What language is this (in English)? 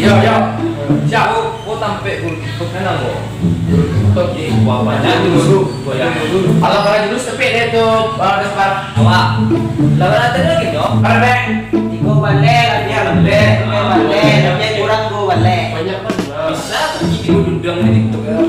Minangkabau